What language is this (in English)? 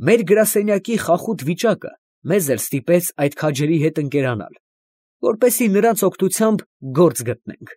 Armenian